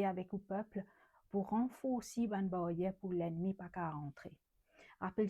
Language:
Morisyen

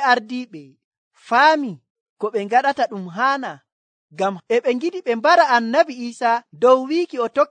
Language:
Nigerian Fulfulde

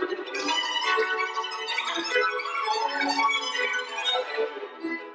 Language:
Romanian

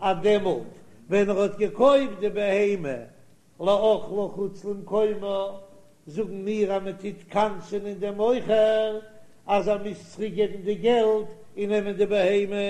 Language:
Yiddish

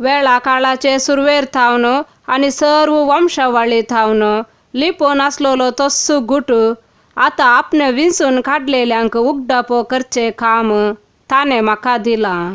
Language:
Konkani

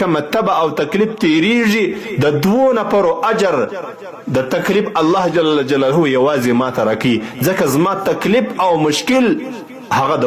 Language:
Pashto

